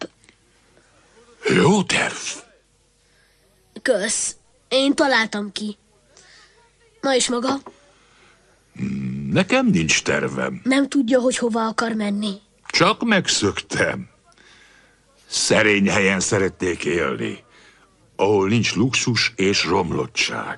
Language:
Hungarian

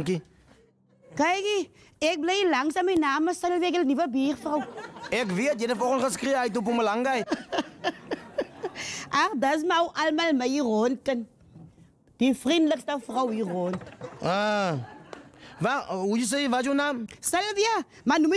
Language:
Afrikaans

